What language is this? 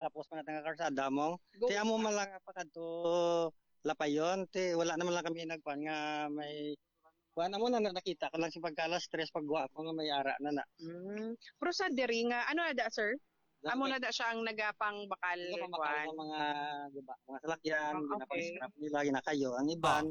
Hiligaynon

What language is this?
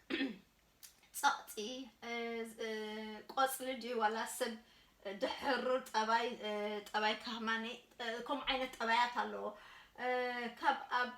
Tigrinya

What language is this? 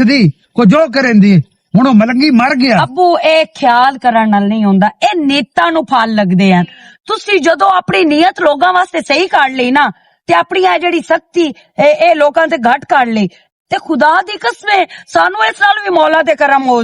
Western Panjabi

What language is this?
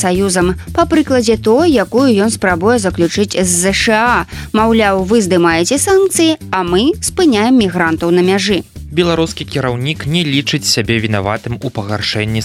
Belarusian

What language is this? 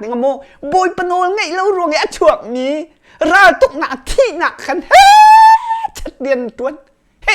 Hakha Chin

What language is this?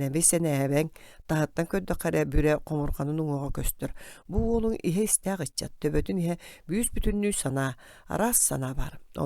Yakut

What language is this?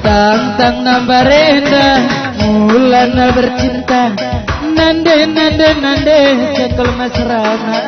Batak Karo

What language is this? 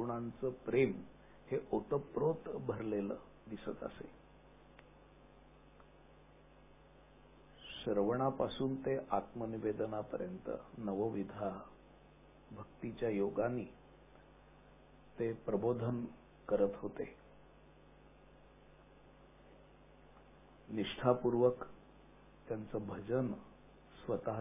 Marathi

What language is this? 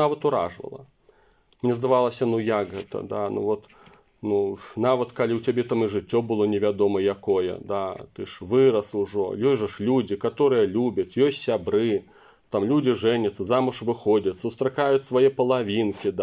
Belarusian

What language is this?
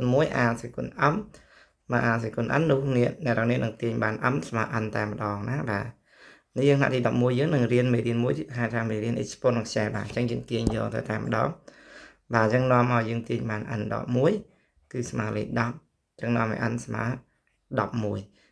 Khmer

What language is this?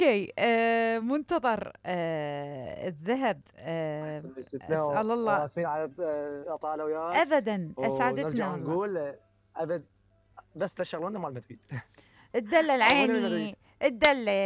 Mesopotamian Arabic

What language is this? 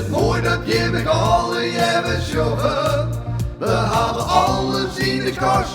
Western Frisian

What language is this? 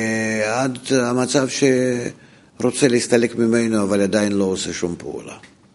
Hebrew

